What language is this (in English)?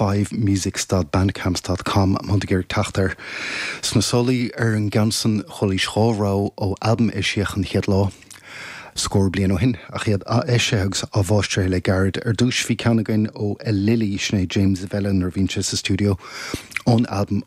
Irish